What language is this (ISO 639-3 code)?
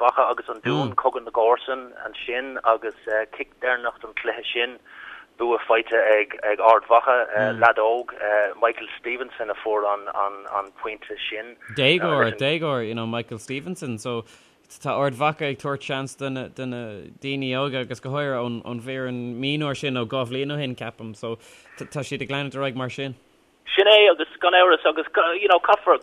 gle